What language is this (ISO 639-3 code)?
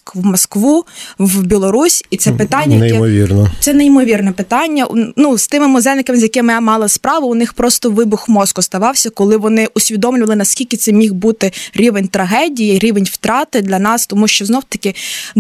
ukr